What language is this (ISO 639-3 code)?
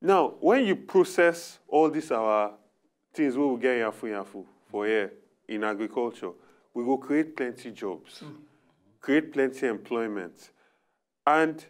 pcm